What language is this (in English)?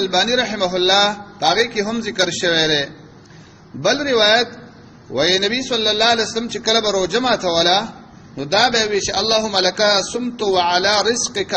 Pashto